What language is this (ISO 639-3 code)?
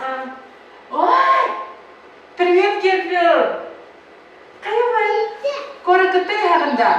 sah